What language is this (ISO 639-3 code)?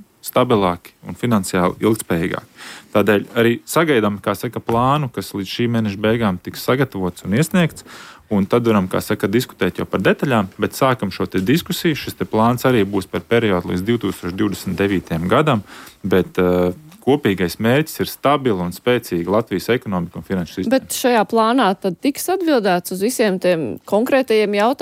lav